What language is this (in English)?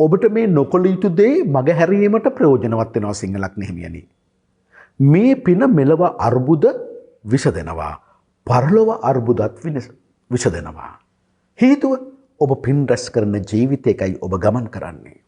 Sinhala